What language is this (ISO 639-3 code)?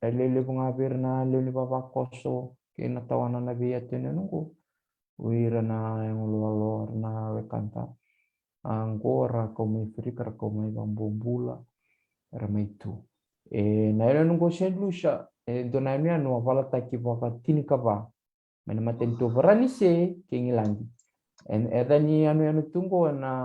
fij